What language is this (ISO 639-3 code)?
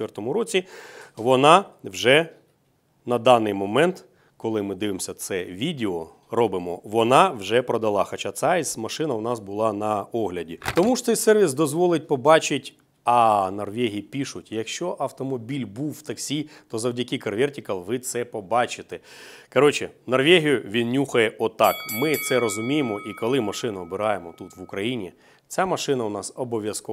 ukr